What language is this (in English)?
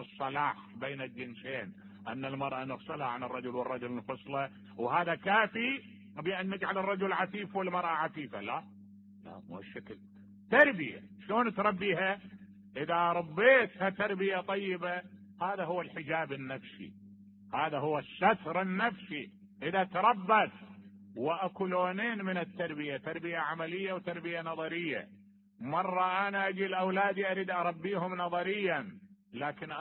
Mesopotamian Arabic